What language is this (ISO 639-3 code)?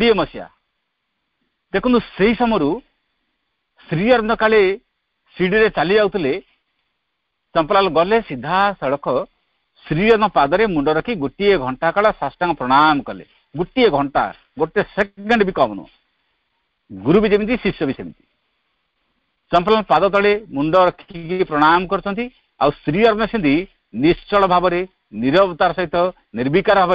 ori